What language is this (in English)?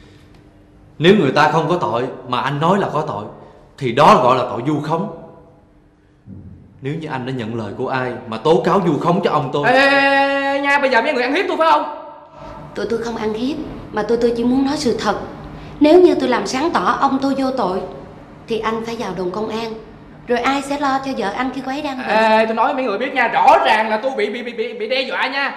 Vietnamese